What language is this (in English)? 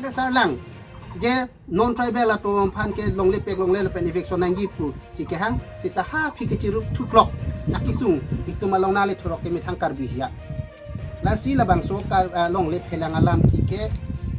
Karbi